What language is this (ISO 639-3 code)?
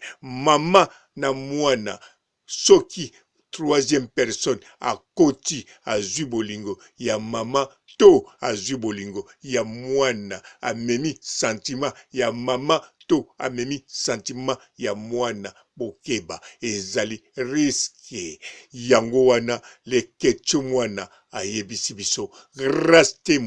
lin